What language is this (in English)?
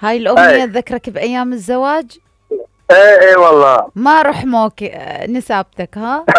Mesopotamian Arabic